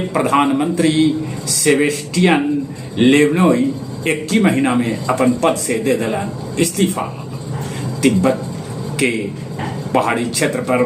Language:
Magahi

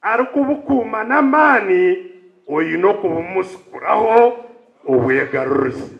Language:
Nyankole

